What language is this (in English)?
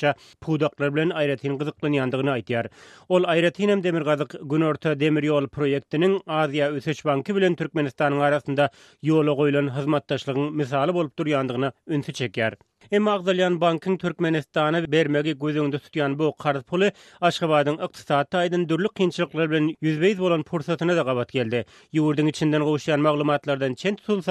Turkmen